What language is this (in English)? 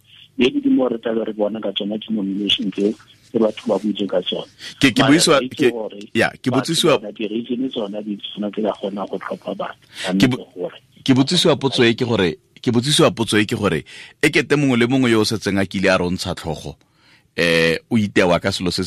Tswana